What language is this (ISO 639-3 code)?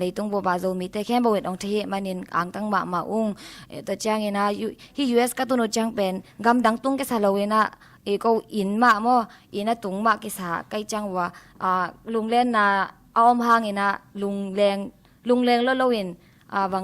ctd